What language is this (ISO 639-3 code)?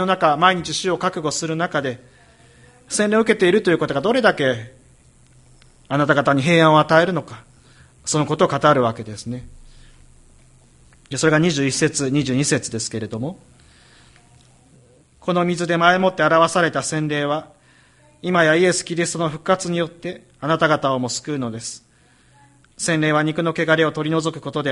jpn